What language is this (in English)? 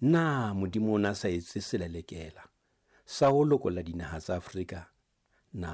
Southern Sotho